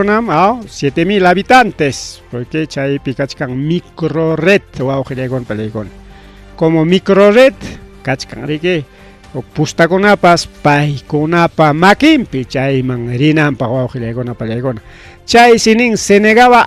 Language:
Ayacucho Quechua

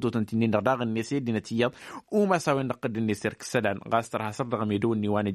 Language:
Tamasheq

